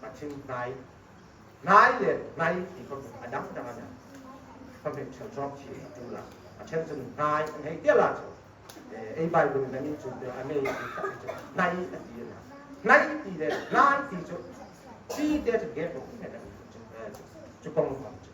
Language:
Hmar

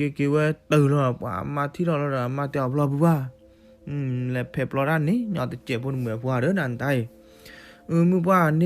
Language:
S'gaw Karen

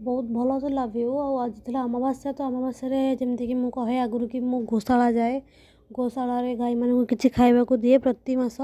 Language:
Odia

